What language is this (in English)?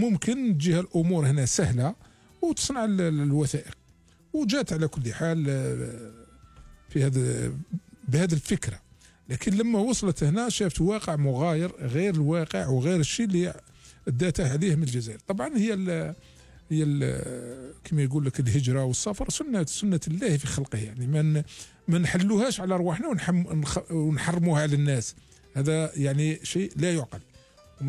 Algerian Arabic